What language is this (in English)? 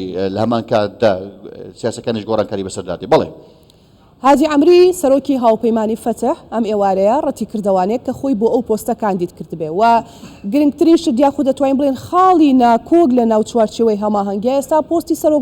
Central Kurdish